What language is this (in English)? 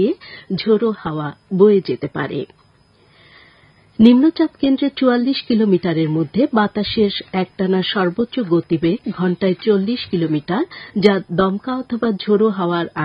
Bangla